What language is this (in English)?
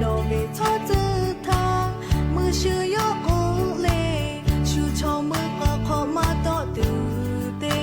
Lahu